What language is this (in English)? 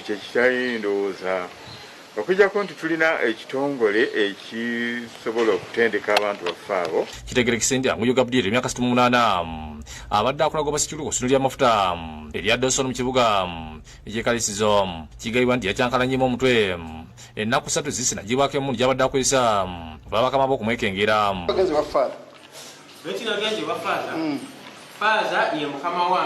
Ganda